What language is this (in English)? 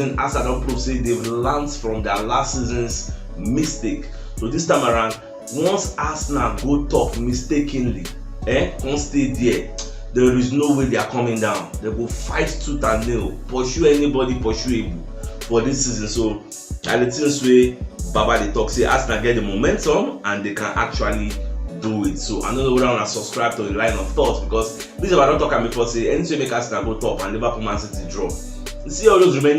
Nigerian Pidgin